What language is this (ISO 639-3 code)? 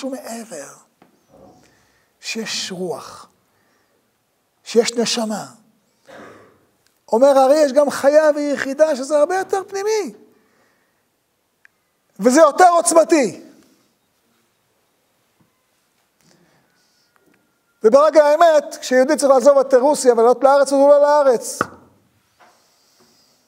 heb